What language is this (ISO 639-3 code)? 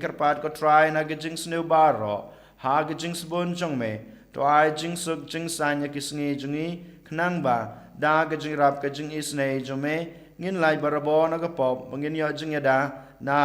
kha